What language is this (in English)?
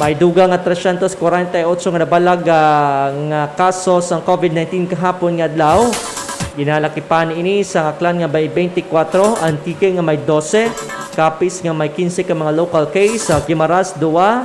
Hiligaynon